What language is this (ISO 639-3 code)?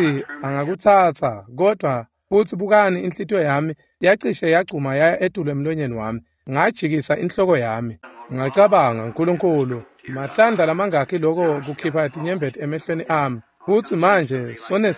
ssw